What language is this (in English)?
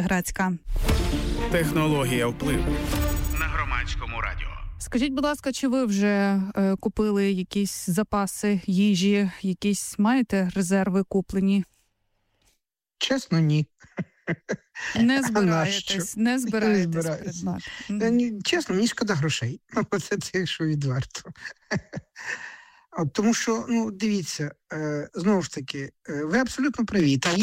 Ukrainian